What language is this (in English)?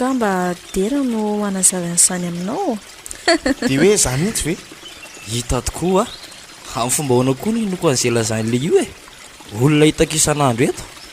Malagasy